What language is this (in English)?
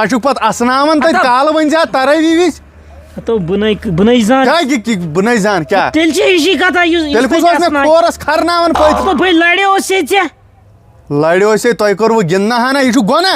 Kashmiri